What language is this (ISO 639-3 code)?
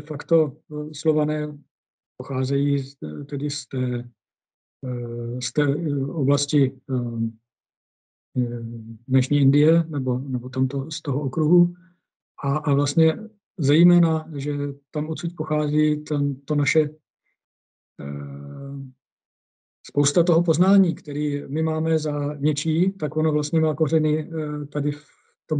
ces